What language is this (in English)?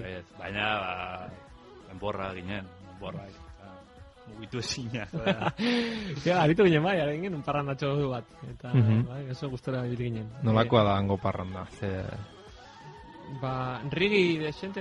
Basque